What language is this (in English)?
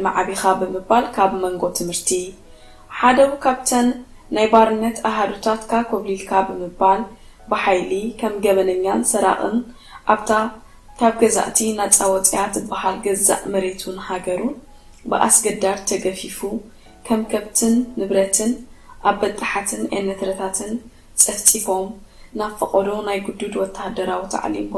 Tigrinya